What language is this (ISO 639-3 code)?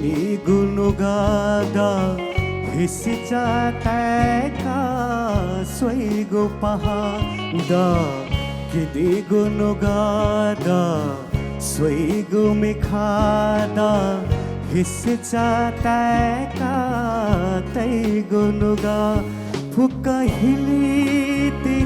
new